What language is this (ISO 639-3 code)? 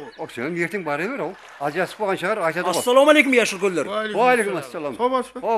kaa